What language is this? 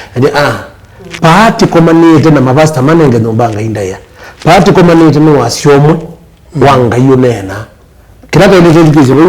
Kamba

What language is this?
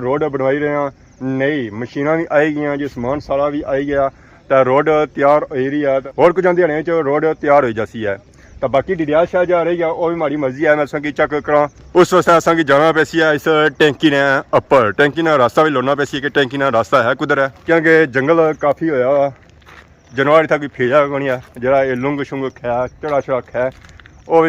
Pahari-Potwari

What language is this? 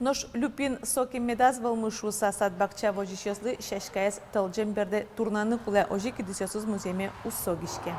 Udmurt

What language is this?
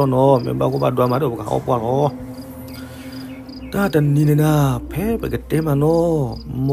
S'gaw Karen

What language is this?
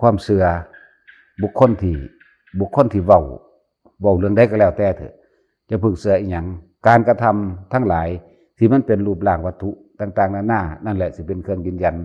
Northeastern Thai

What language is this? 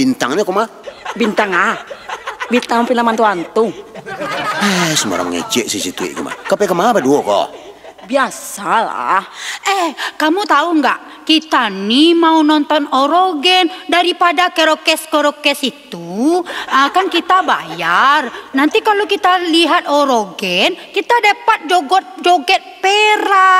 Minangkabau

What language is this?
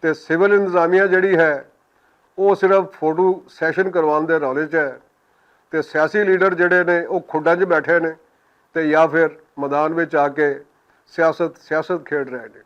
Western Panjabi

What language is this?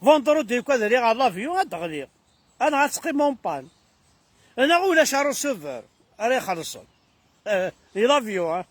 Kabyle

